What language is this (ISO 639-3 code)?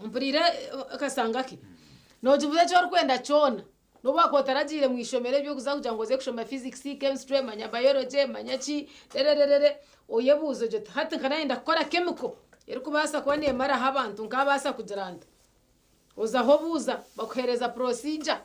nyn